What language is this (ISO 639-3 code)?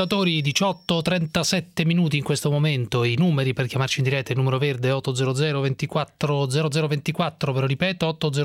ita